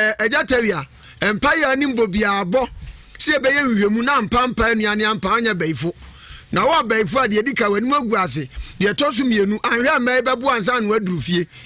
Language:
Akan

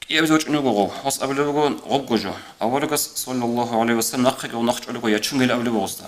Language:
Avaric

